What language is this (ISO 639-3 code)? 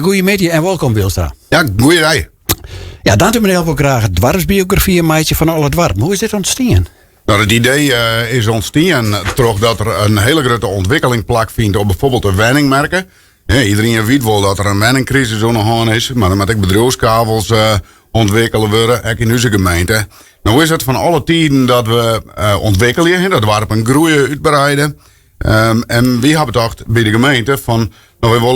fry